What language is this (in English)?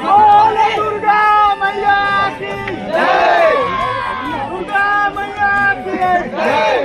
Chhattisgarhi